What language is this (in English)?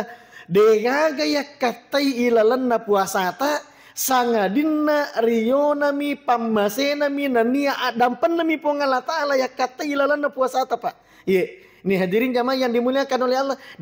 Buginese